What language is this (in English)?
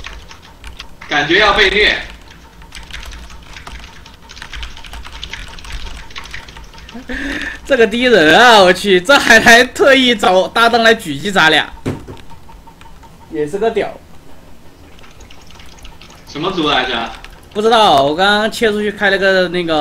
Chinese